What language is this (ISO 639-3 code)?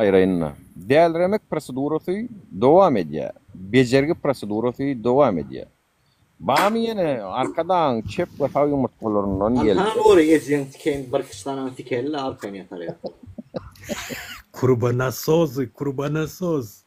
tuk